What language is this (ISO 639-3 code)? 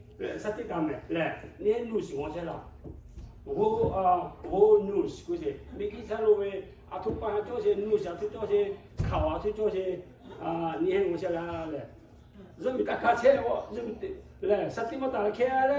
lhu